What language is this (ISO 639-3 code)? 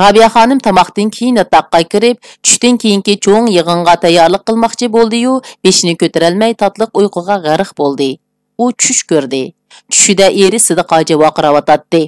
uig